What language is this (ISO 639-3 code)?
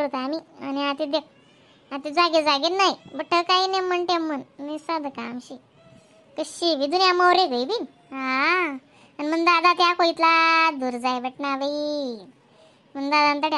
khn